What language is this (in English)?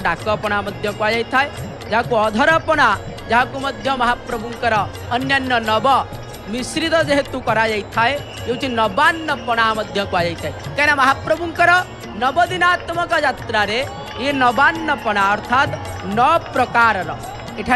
Odia